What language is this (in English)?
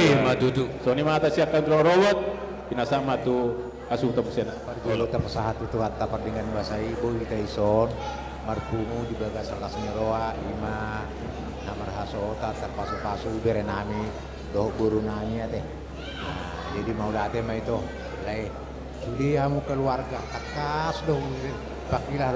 Batak Toba